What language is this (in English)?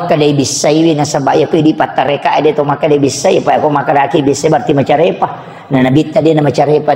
Buginese